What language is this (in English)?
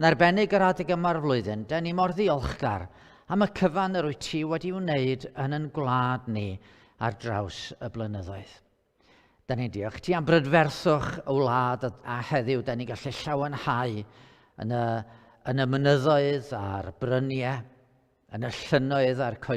Welsh